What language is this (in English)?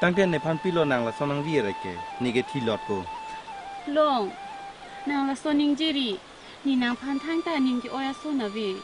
Karbi